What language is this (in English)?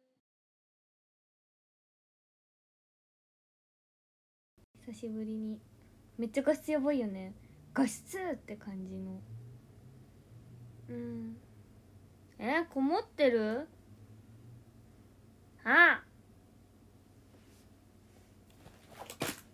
Japanese